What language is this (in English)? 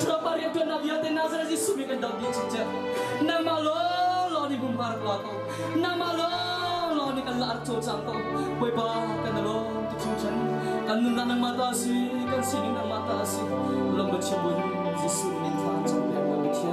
Hakha Chin